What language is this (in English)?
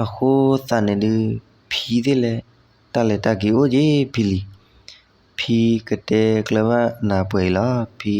S'gaw Karen